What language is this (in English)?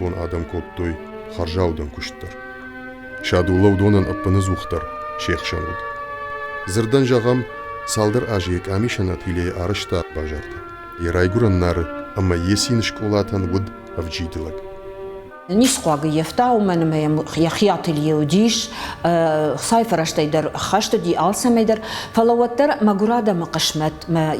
Ossetic